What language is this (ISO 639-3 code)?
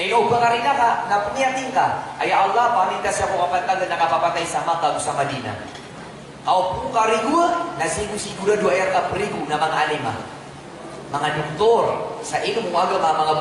mrw